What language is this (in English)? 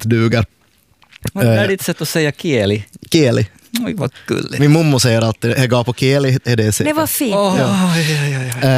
Swedish